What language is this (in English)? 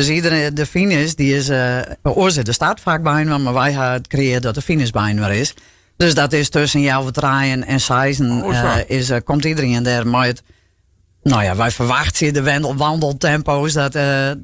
Western Frisian